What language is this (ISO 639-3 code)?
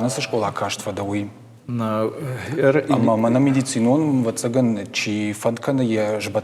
oss